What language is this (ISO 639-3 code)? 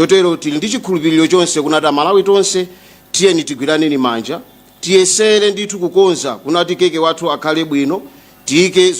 nya